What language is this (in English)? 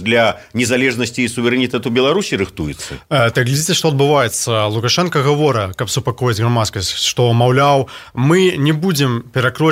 Belarusian